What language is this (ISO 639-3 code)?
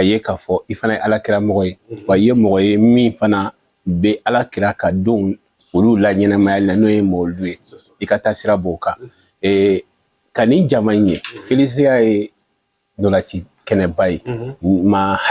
bam